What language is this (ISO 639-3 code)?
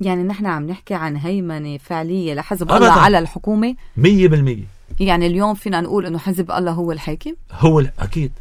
apc